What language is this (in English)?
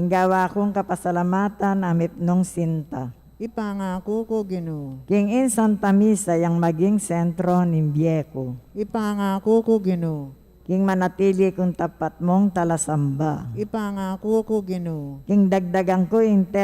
Pampanga